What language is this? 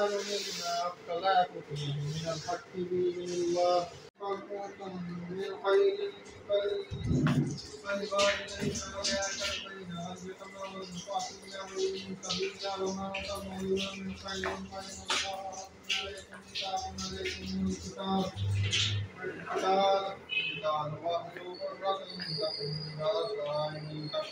Hindi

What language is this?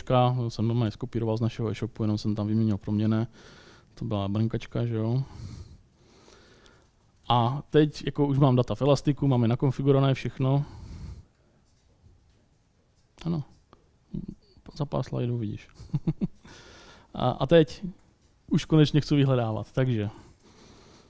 Czech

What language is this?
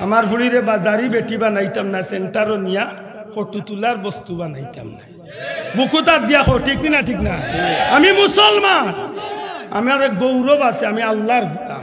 Sylheti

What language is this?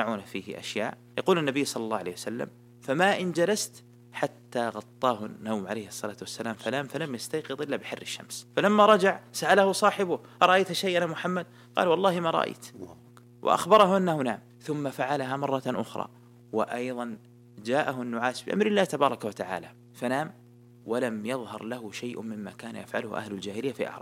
Arabic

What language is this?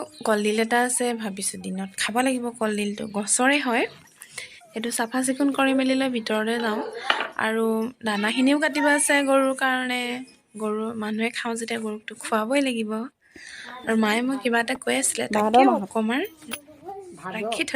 Assamese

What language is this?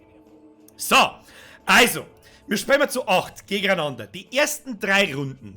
Bavarian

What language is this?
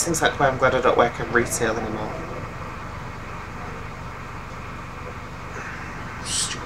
English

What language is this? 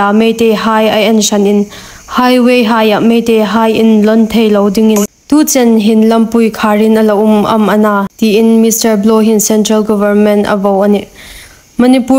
Hmar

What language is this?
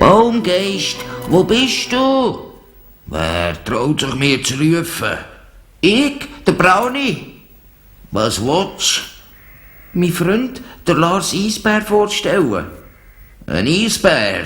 Swiss German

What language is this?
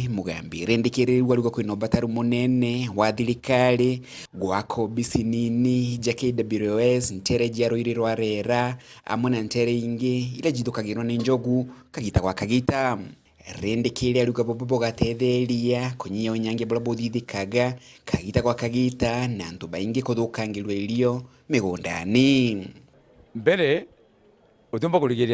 Meru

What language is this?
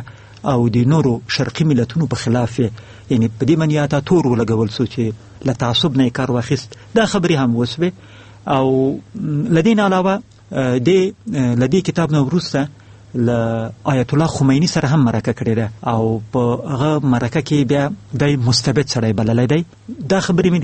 Pashto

